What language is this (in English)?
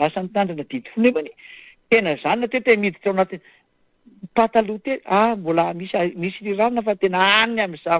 Malagasy